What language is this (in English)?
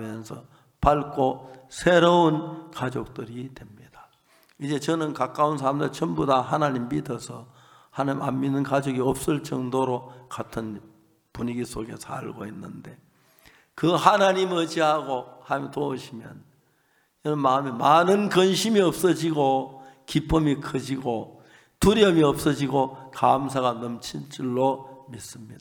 Korean